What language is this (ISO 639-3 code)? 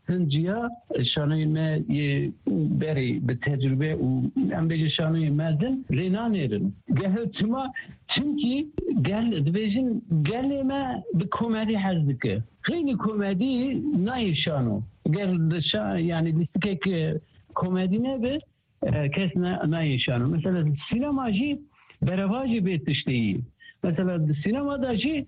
kur